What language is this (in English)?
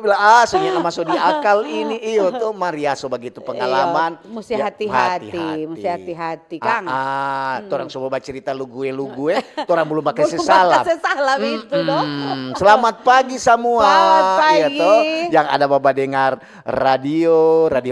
Manado Malay